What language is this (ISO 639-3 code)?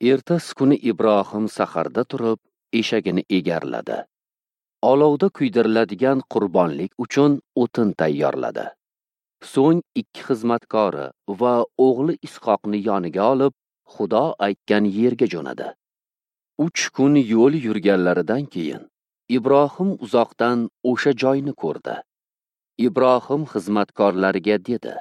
uzb